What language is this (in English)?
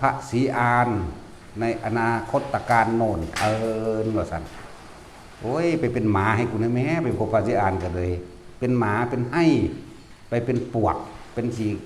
Northeastern Thai